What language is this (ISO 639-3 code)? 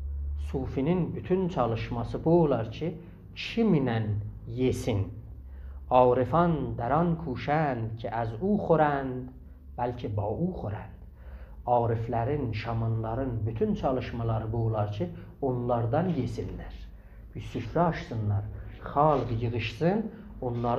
azb